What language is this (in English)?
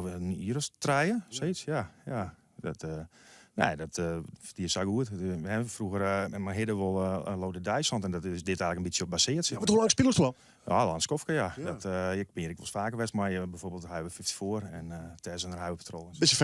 Western Frisian